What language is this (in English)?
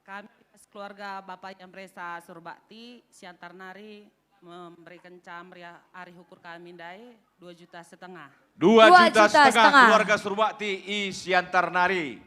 Batak Karo